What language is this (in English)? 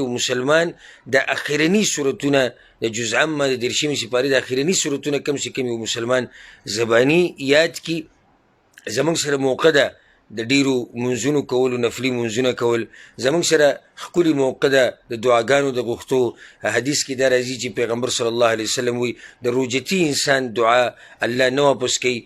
Pashto